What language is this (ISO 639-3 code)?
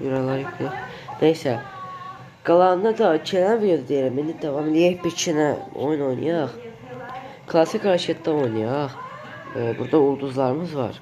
aze